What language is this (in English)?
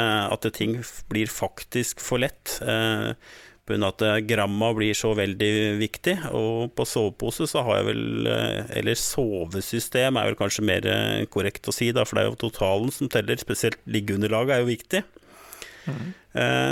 Norwegian